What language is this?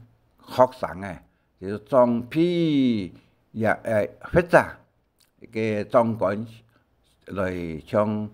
Hakka Chinese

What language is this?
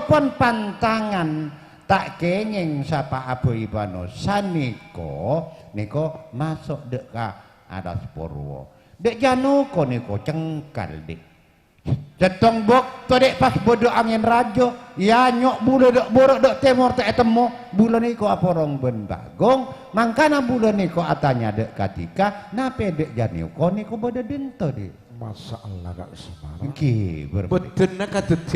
Madurese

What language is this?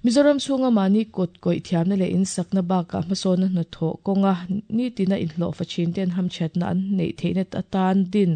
Mizo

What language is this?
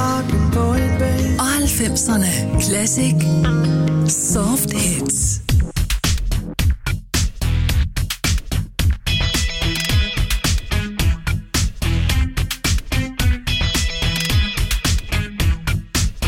Danish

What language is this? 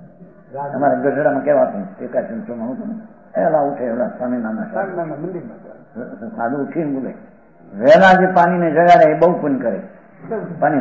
Gujarati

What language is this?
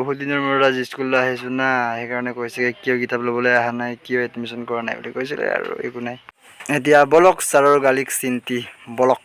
Assamese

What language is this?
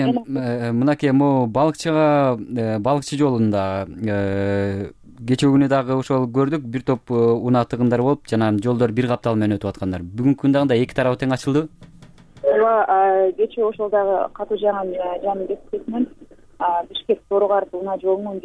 Kyrgyz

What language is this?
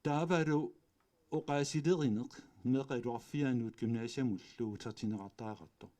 Kalaallisut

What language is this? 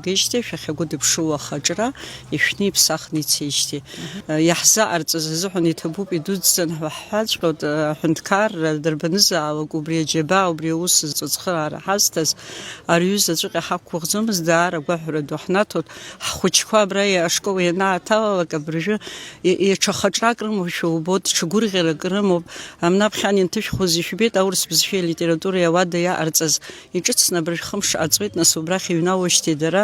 Abkhazian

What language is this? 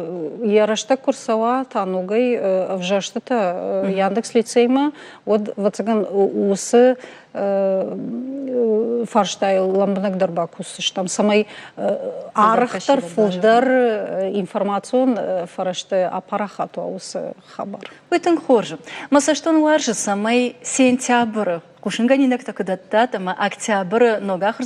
Ossetic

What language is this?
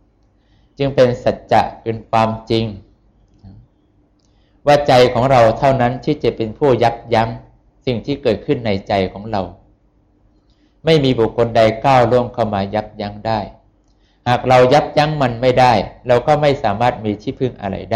Thai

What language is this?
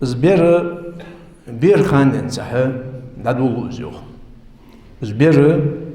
Ingush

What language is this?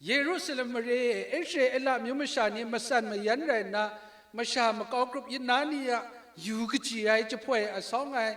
Kachin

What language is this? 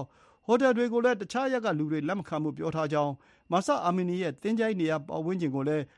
Burmese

